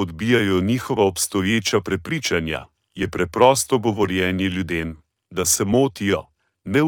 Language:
Slovenian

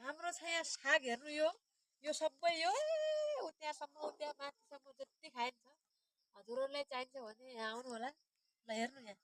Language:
Nepali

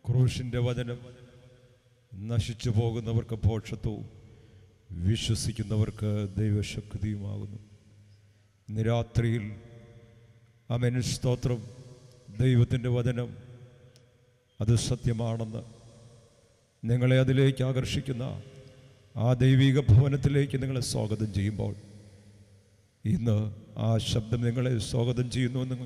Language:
Malayalam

